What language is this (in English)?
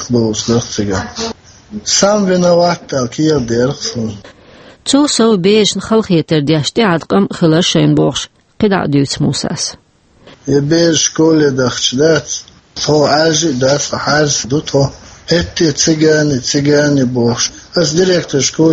Chechen